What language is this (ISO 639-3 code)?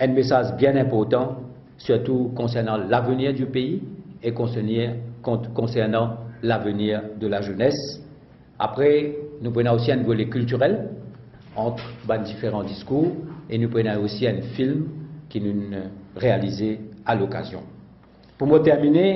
mfe